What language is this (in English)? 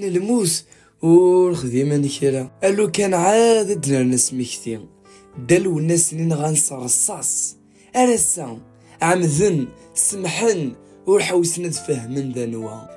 Kabyle